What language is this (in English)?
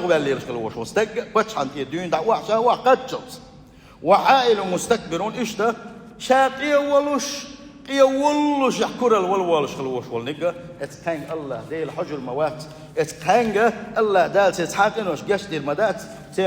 Chechen